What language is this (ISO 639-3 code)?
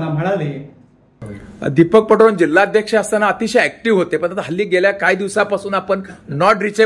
mar